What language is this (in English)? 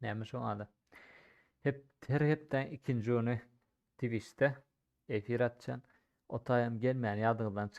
Turkmen